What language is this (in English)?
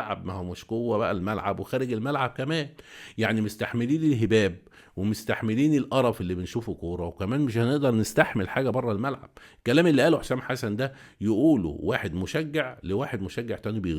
Egyptian Arabic